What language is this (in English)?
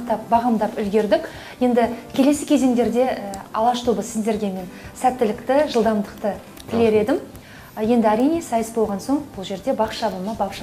Kazakh